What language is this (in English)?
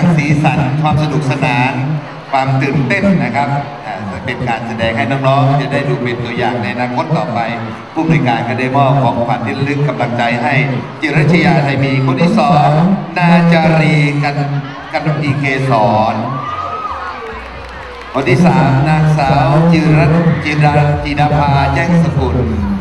Thai